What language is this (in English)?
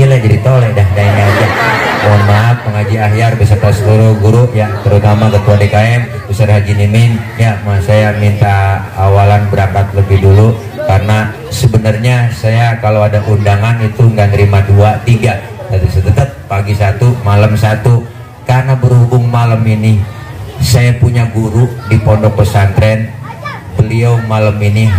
Betawi